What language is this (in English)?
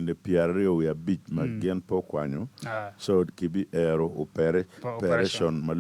Acoli